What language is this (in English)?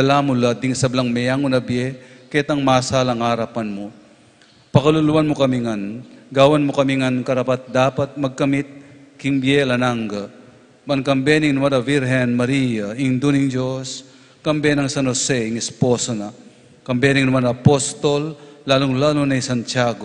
Pampanga